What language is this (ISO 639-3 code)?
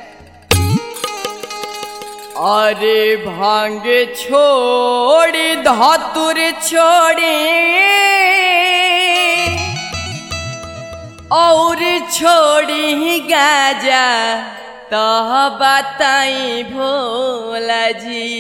bho